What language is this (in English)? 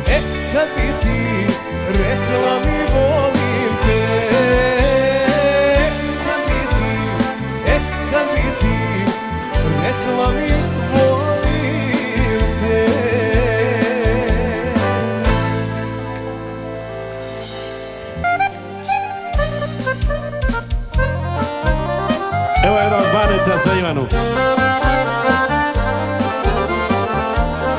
Croatian